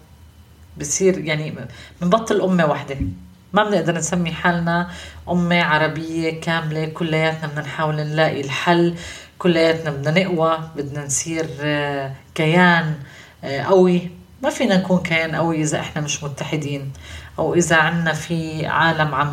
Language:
North Levantine Arabic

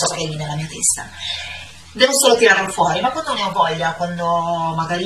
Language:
Italian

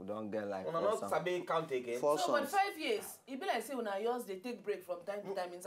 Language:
Nigerian Pidgin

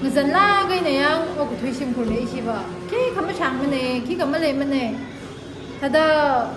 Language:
Tangkhul Naga (India)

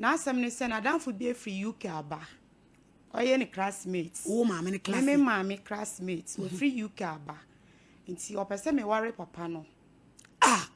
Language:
Akan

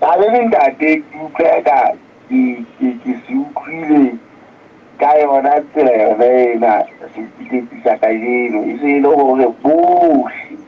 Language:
Southern Sotho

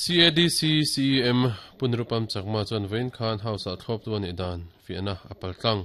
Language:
Mizo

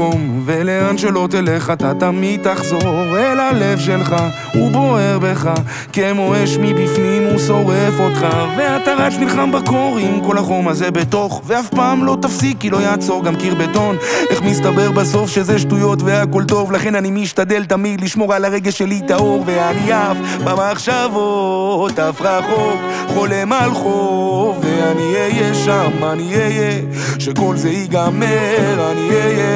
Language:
Hebrew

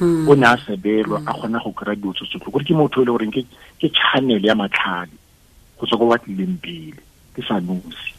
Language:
Tswana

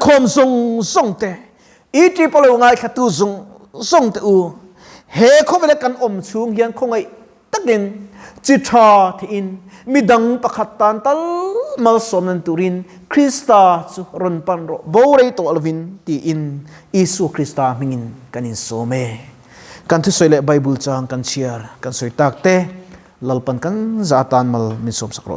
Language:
Mizo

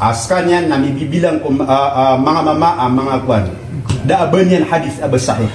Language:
Maranao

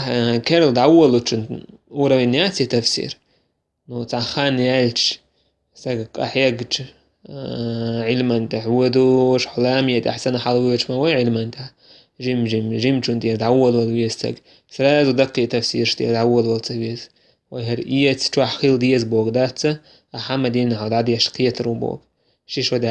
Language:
Chechen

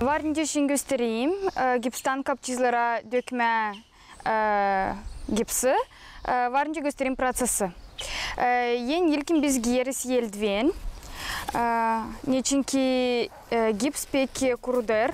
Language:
Gagauz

